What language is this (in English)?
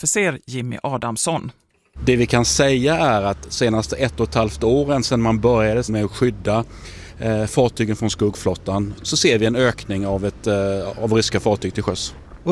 Swedish